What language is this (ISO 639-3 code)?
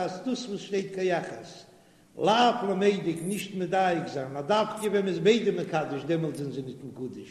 yid